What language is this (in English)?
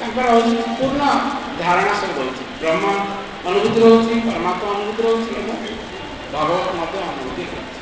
Odia